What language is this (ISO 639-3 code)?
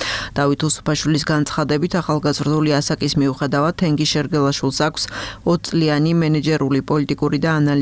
kat